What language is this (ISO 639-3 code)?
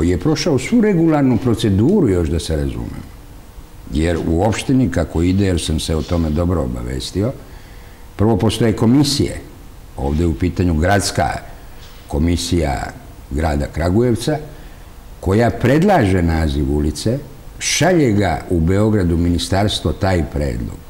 srp